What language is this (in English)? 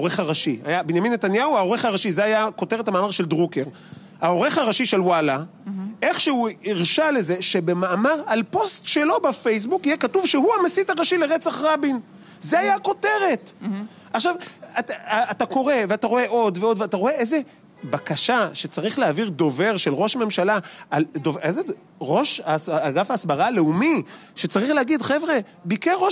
Hebrew